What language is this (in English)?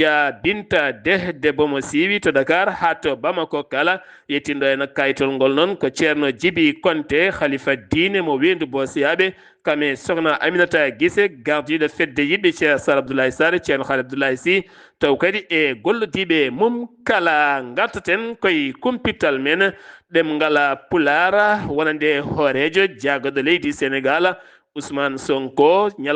Fula